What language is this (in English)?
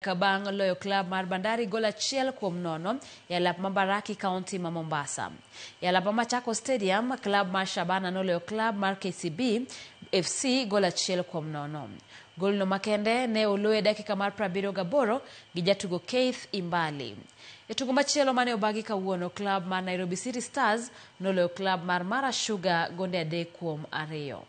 Luo (Kenya and Tanzania)